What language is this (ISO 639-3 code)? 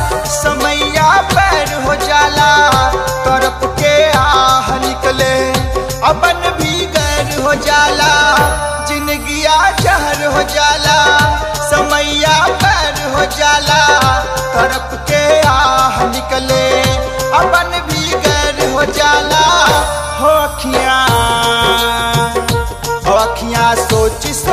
bho